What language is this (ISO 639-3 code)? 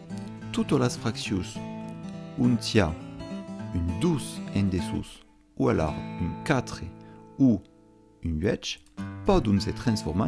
oci